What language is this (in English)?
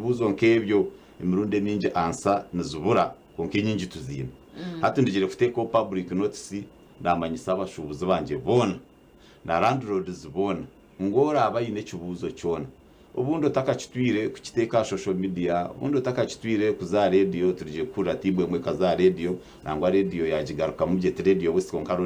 Nyankole